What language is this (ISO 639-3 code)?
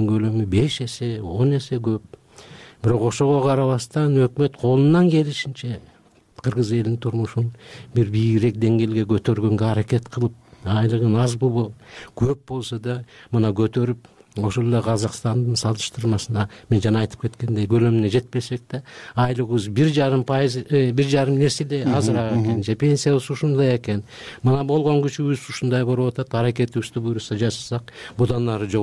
kir